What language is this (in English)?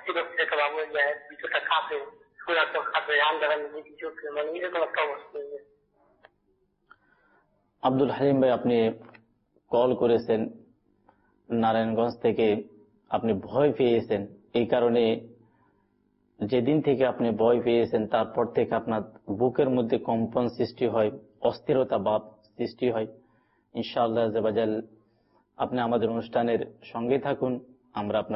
Bangla